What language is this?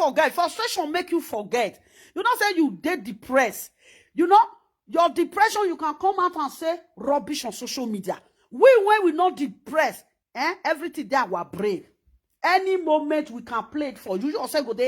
Nigerian Pidgin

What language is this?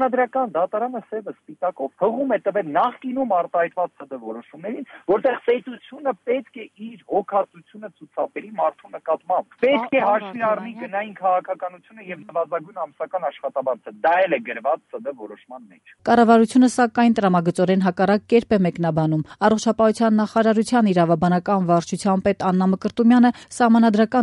Armenian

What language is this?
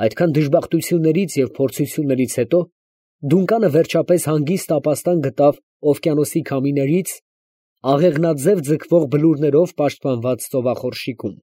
Armenian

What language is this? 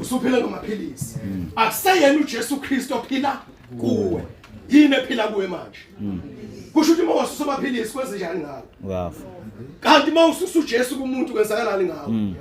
Zulu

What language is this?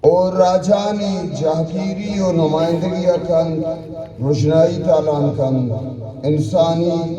Eastern Balochi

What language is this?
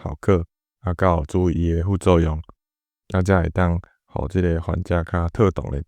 Min Nan Chinese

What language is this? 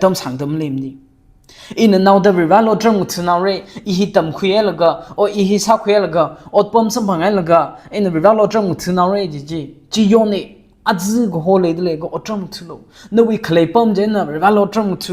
Tangkhul Naga (India)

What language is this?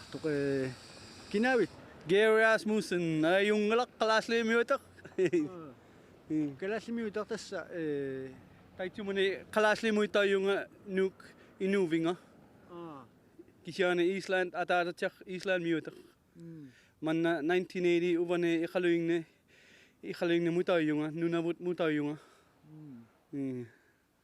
Kalaallisut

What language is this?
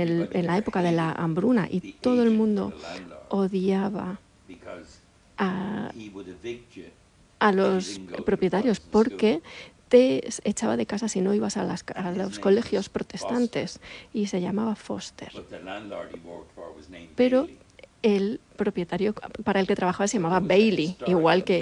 Spanish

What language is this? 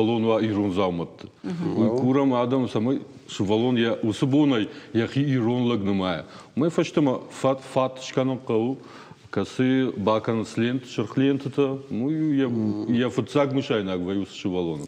Ossetic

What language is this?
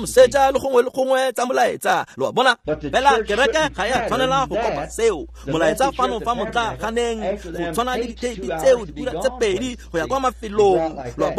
Tswana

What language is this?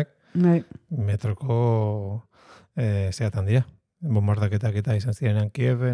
Basque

